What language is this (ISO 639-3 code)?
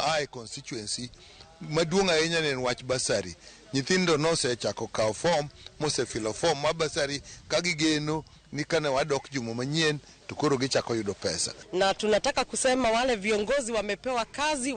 luo